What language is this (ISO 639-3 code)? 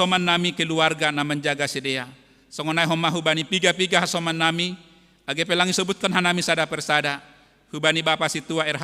bts